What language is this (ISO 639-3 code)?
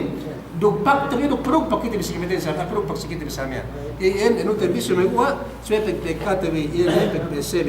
yka